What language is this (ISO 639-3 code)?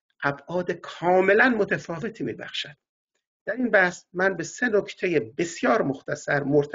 fas